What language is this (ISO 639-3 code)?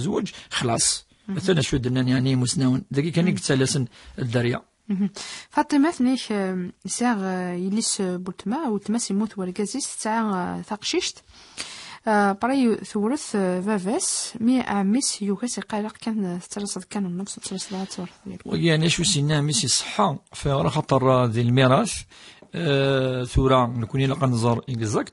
kab